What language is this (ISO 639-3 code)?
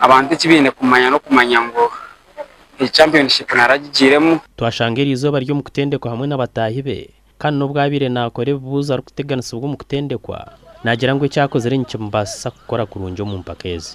nyn